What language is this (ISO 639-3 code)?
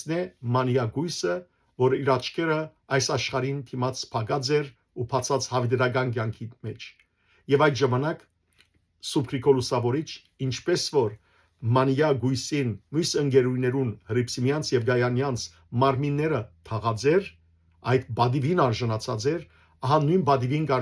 hyw